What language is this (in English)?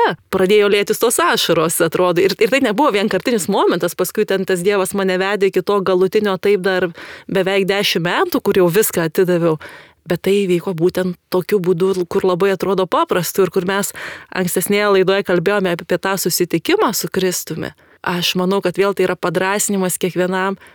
Lithuanian